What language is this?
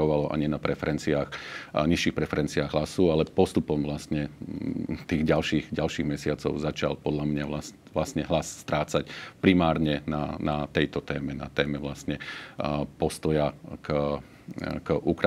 Slovak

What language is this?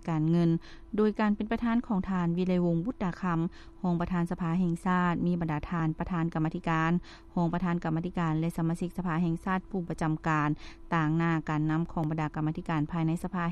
Lao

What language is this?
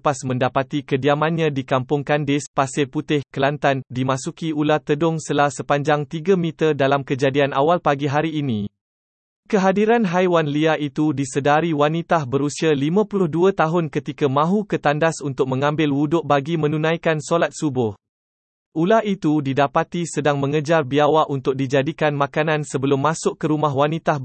Malay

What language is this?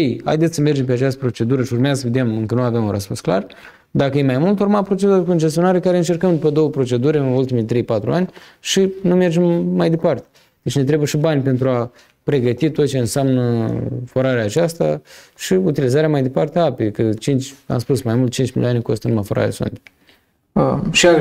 Romanian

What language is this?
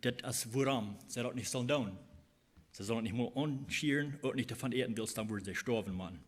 Plautdietsch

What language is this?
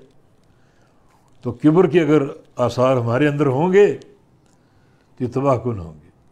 Urdu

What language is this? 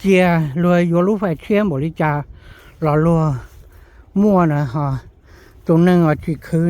Hmong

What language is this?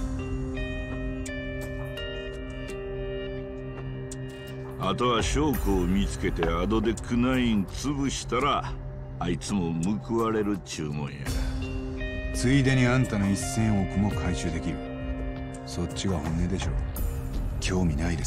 Japanese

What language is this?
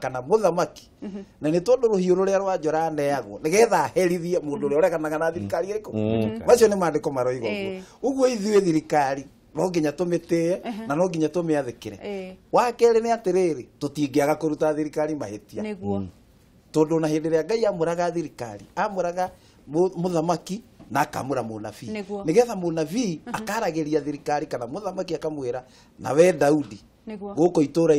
Kikuyu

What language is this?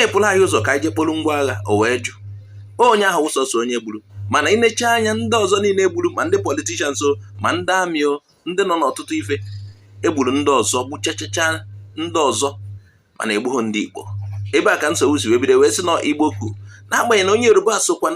Igbo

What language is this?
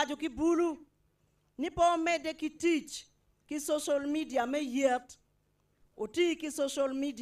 Acoli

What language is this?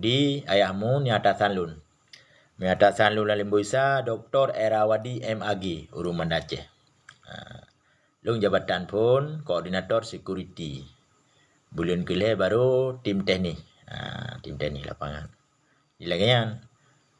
Achinese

